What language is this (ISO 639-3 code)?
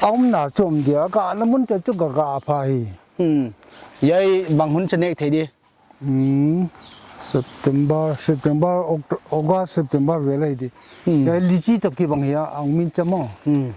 pck